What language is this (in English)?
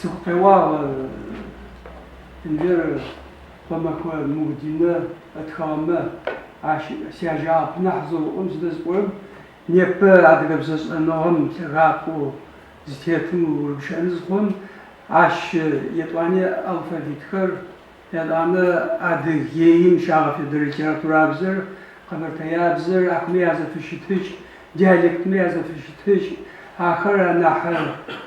Adyghe